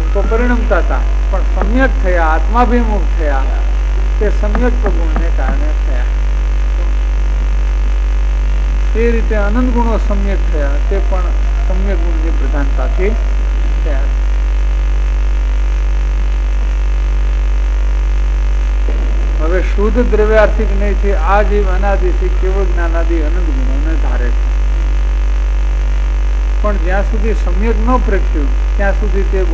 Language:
Gujarati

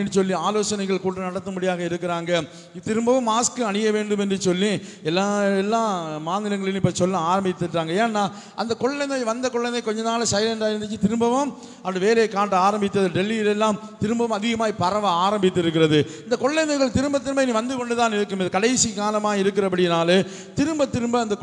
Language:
Tamil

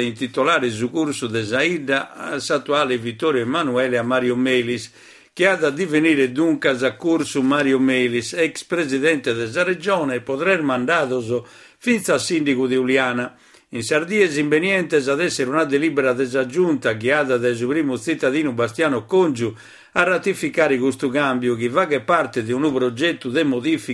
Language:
Sardinian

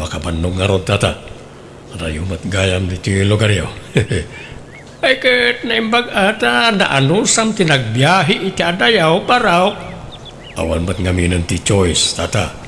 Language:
Iloko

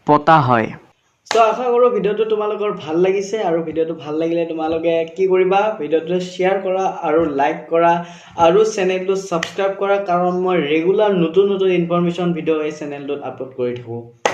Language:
Assamese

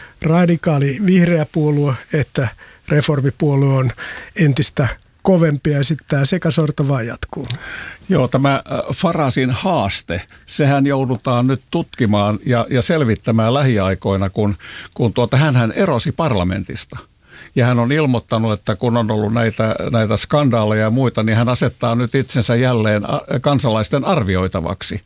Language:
Finnish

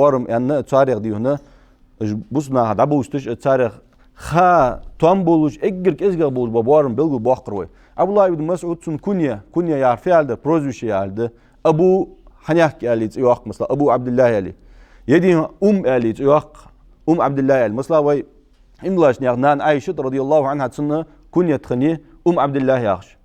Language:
Ingush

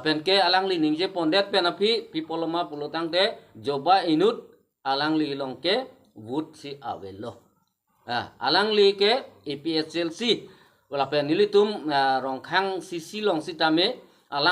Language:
Karbi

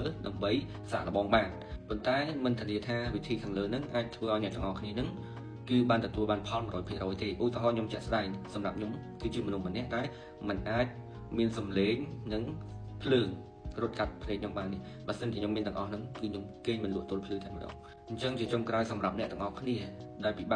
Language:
Khmer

